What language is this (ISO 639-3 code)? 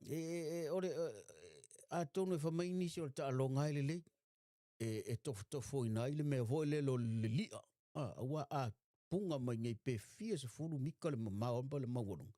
smo